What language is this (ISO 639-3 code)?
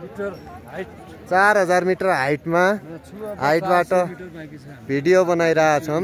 nep